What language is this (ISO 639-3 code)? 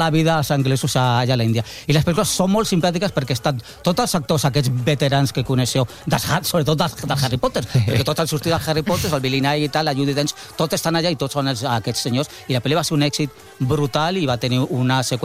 cat